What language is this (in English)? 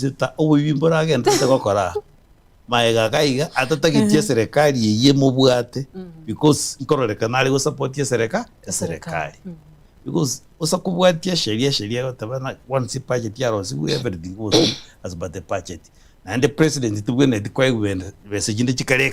Gusii